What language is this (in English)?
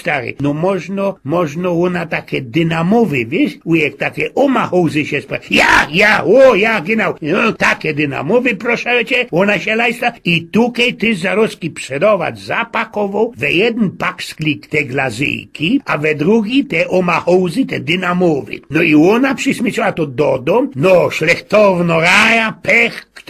Silesian